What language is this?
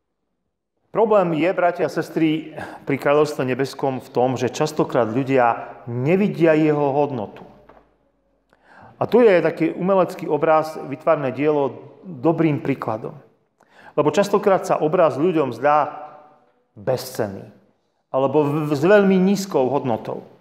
Slovak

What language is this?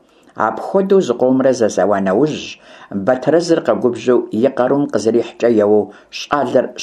Kabardian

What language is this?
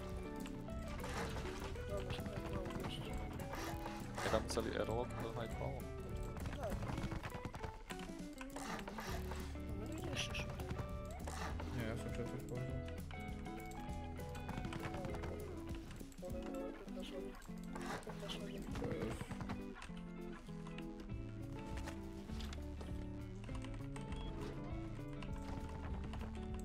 Slovak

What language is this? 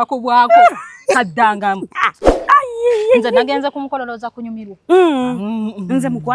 Ganda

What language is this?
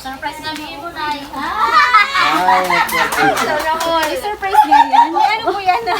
Waray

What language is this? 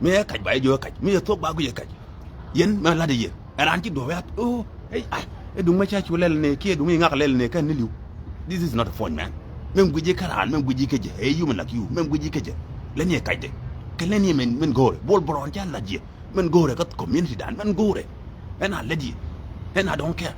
Nuer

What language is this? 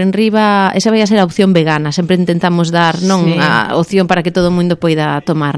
Galician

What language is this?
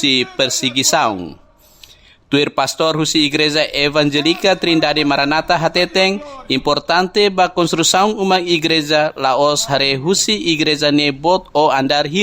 Tetum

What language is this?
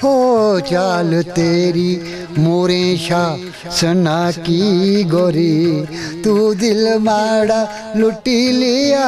Dogri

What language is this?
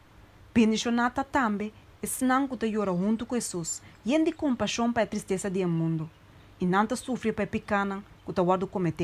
Papiamento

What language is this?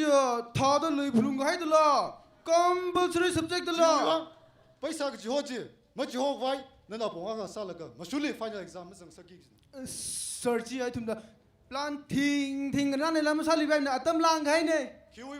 Tangkhul Naga (India)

